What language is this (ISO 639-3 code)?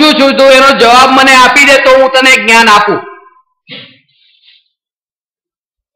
guj